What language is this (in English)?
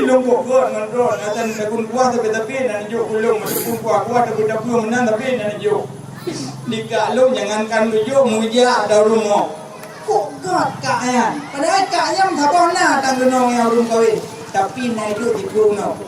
Achinese